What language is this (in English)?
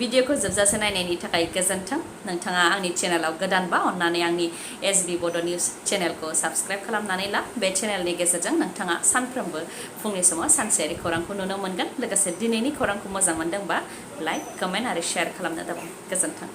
Bodo